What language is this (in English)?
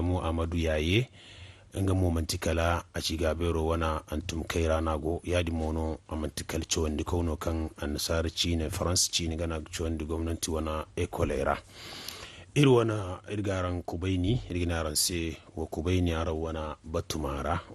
Zarma